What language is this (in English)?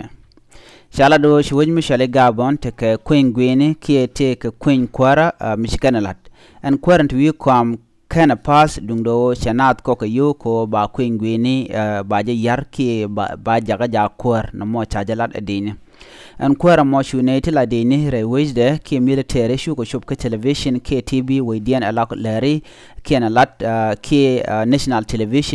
Nuer